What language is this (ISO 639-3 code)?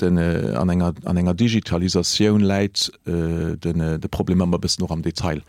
ltz